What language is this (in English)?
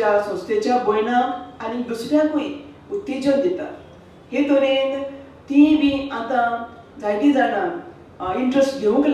Konkani